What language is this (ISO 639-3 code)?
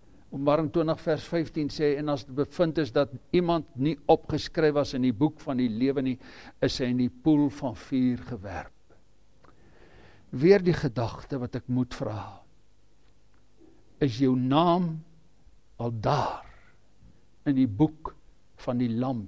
afr